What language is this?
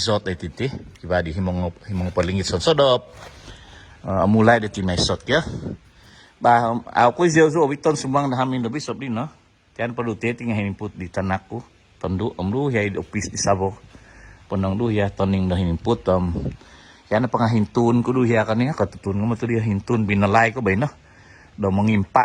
Central Dusun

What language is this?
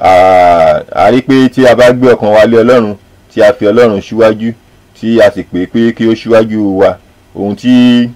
Yoruba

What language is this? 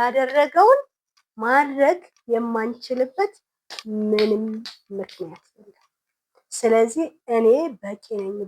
Amharic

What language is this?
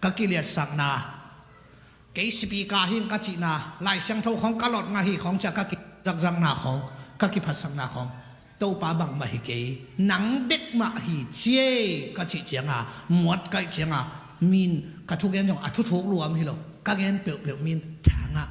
Tedim Chin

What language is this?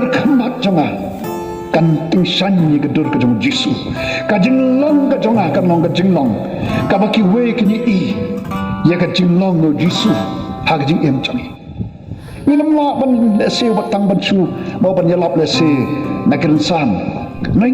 Khasi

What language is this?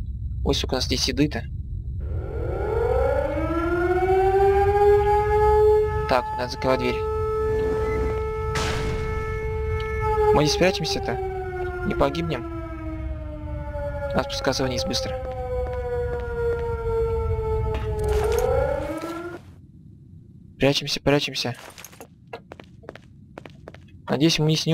Russian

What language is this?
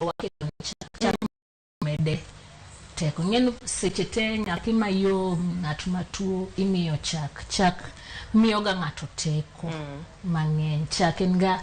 Luo (Kenya and Tanzania)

